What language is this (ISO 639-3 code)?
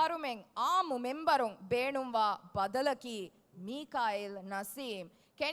div